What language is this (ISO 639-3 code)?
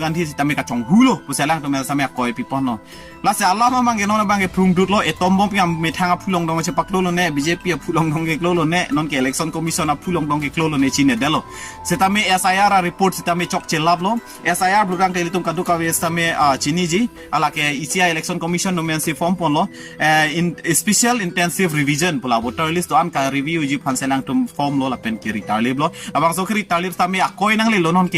mjw